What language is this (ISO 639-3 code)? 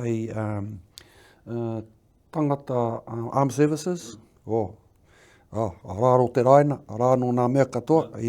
mri